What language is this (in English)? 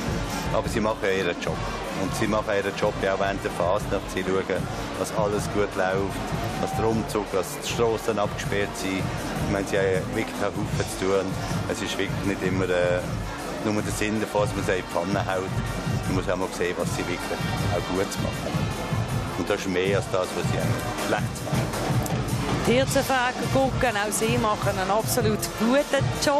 Swiss German